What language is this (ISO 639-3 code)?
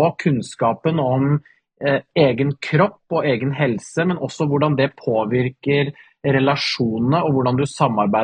nor